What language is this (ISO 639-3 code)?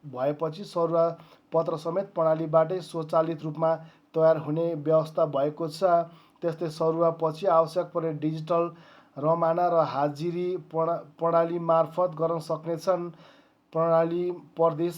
nep